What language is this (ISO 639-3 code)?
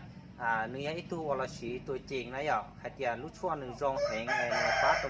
hmn